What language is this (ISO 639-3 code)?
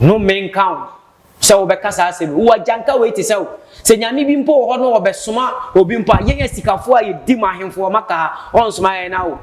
aka